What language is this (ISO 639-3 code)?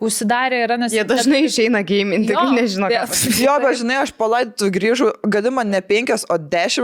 lit